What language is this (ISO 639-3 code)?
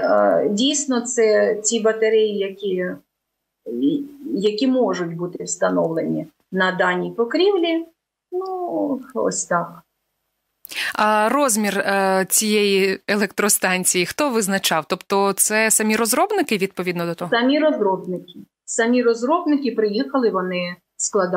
ukr